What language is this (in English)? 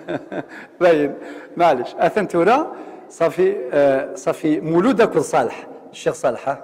Kabyle